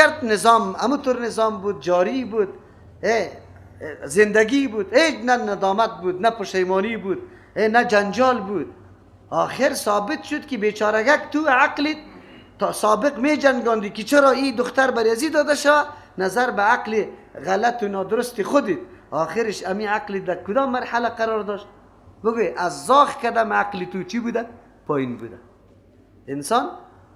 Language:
Persian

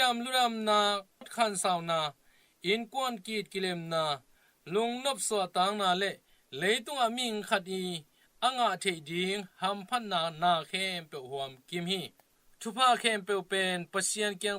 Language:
Tedim Chin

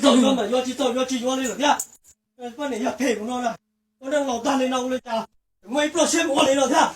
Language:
Hmong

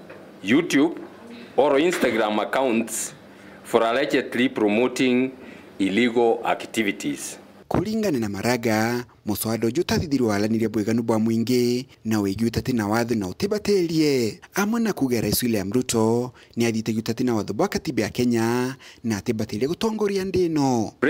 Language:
Meru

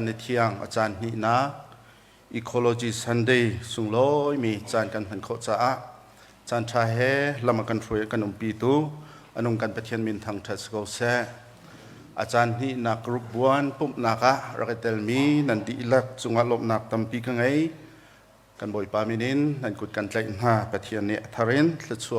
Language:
Hakha Chin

